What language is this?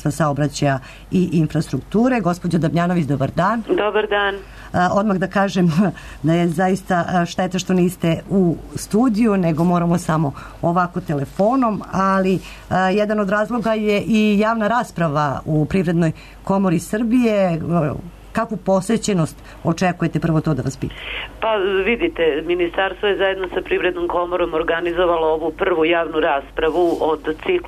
Serbian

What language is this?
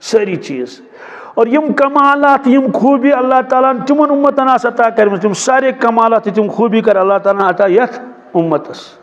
Kashmiri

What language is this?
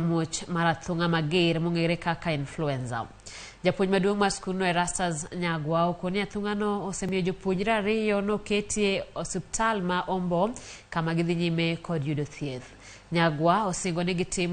Luo (Kenya and Tanzania)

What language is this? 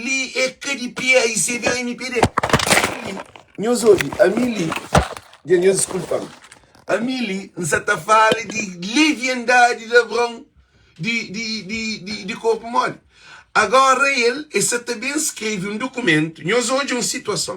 Kabuverdianu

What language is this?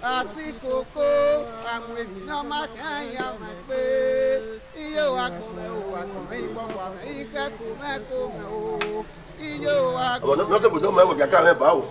Bini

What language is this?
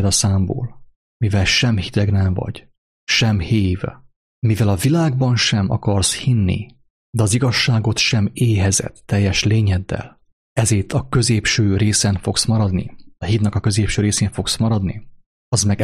Hungarian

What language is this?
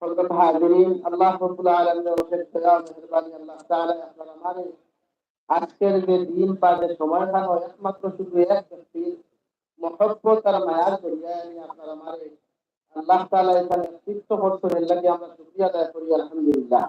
Sylheti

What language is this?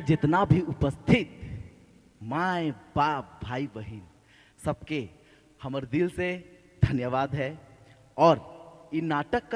Sadri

